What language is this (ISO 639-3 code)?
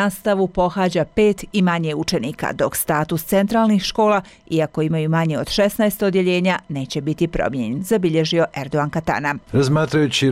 bos